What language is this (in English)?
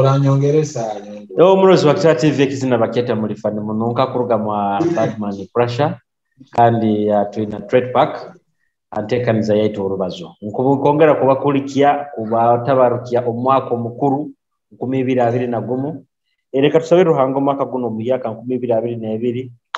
Nyoro